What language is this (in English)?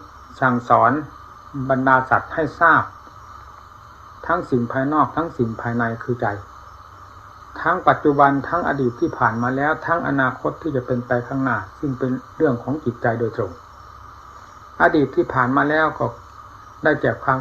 Thai